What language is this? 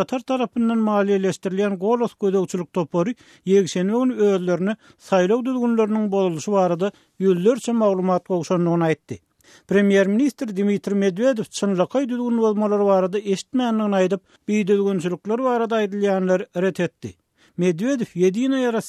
Turkmen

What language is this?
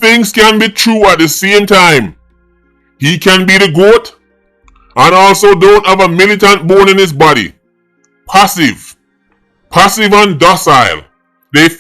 Jamaican Creole English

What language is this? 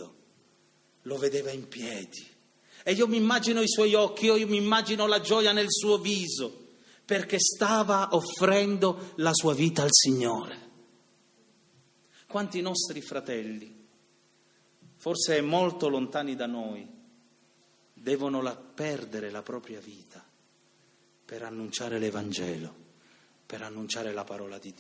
Italian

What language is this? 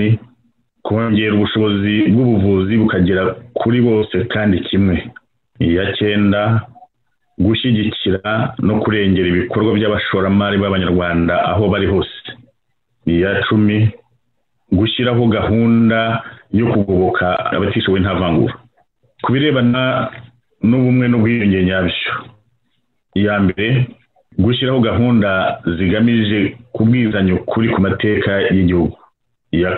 Kinyarwanda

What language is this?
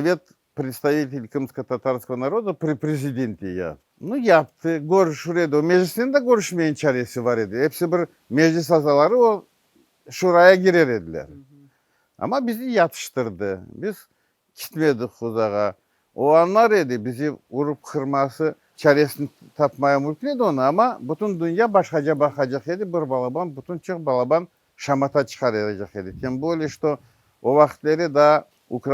Crimean Tatar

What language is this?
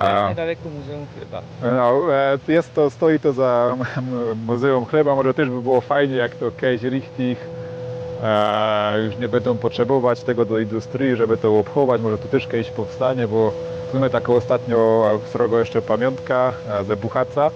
Silesian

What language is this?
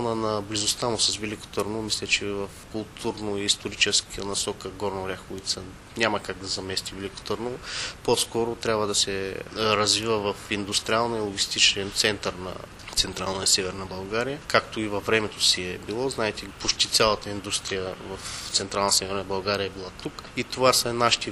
Bulgarian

